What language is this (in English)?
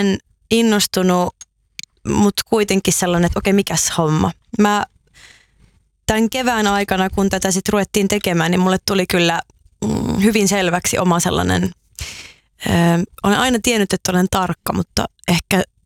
Finnish